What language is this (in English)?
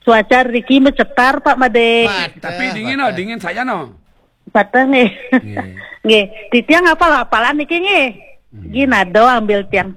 Balinese